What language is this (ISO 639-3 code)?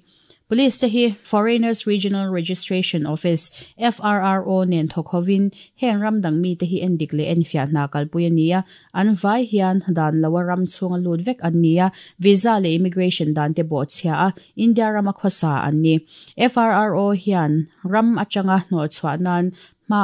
lus